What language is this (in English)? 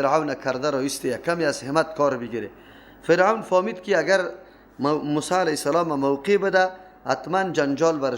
Persian